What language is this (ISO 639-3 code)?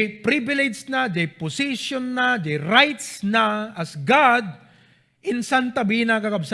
ilo